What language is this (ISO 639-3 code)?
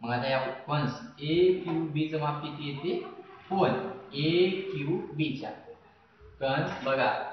mar